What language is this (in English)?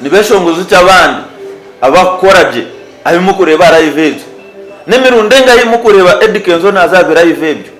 Nyankole